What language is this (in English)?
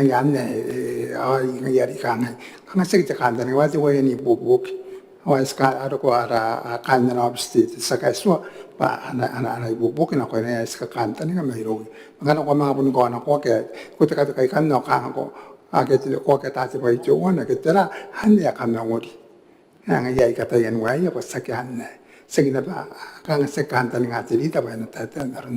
Gilbertese